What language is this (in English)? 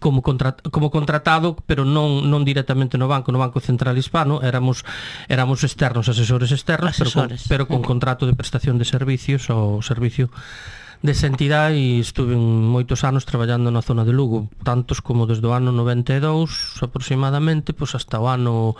Galician